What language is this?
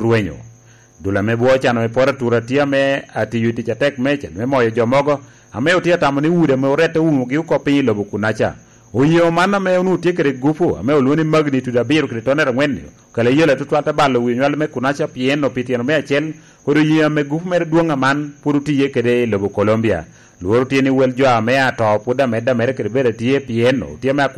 Lango (Uganda)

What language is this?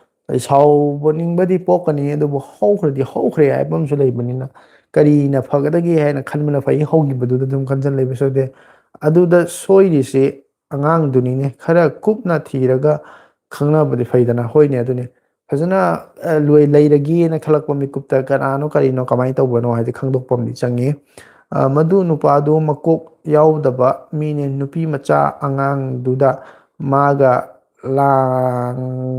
Manipuri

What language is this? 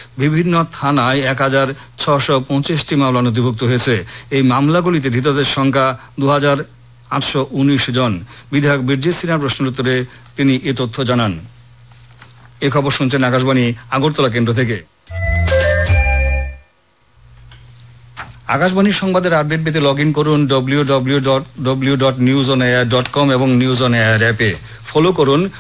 Bangla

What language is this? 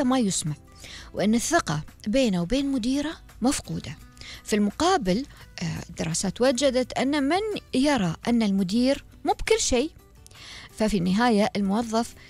Gulf Arabic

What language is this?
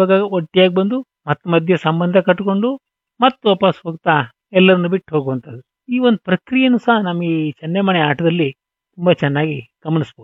Kannada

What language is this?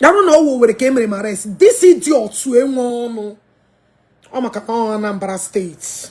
Igbo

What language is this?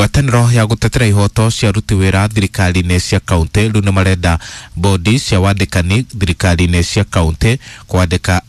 Kikuyu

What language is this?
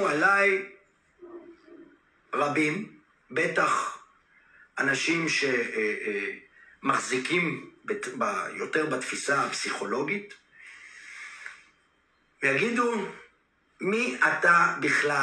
Hebrew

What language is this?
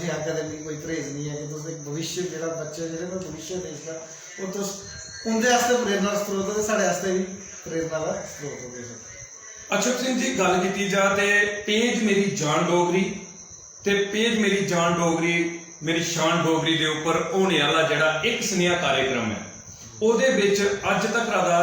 Dogri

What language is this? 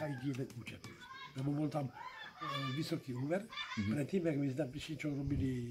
Slovak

